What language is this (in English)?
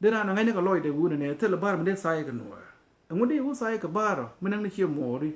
Nuer